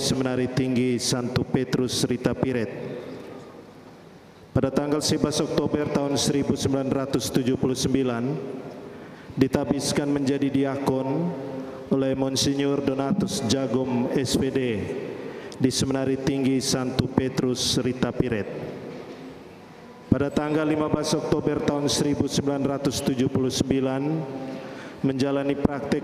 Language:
Indonesian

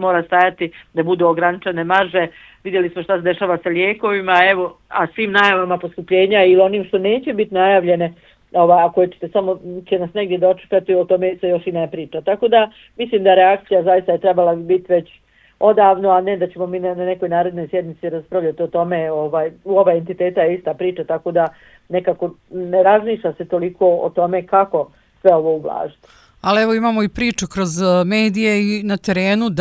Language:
Bosnian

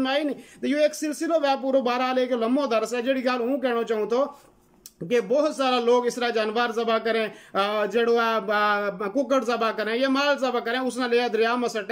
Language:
Gujari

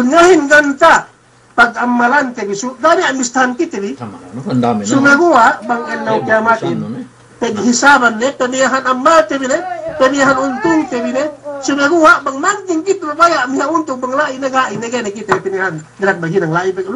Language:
Yakan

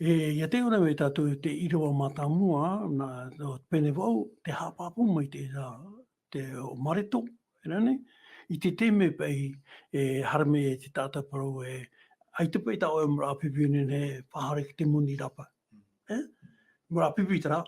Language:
Tahitian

